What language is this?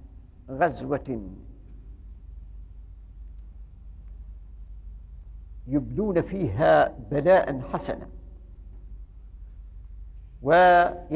Arabic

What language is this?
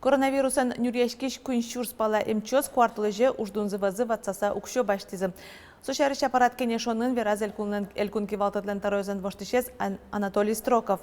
Udmurt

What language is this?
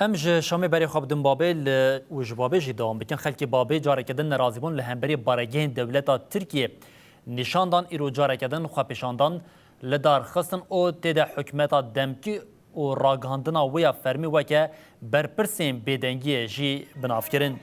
Kurdish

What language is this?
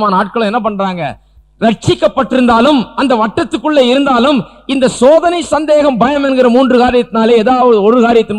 Tamil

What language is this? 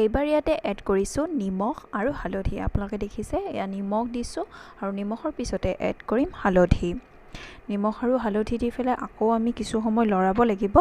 Assamese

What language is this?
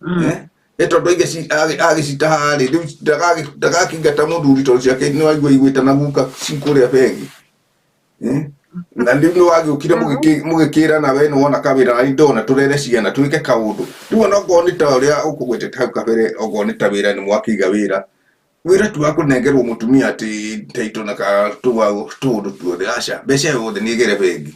Kikuyu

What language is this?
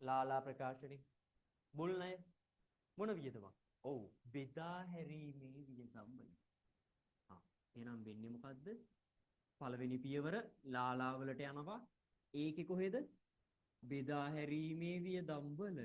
Sinhala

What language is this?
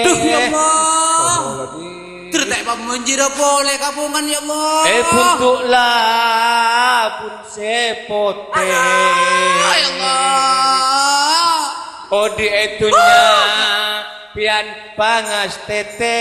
Madurese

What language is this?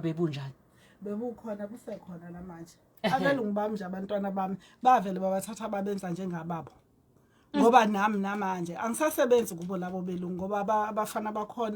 Zulu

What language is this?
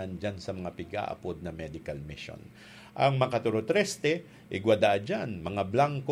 Bikol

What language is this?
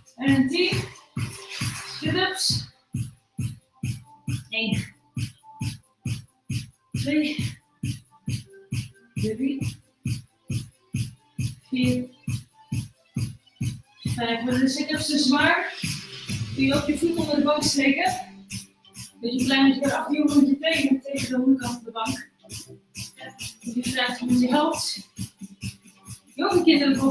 Dutch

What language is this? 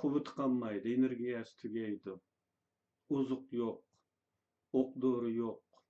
Uyghur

